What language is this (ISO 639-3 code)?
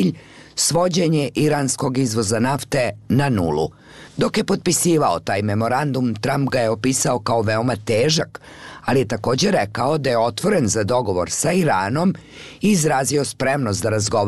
bos